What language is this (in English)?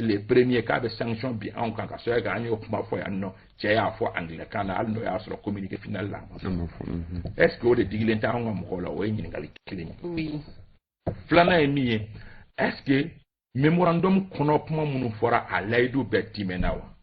Bambara